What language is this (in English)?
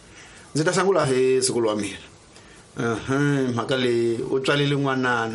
Tsonga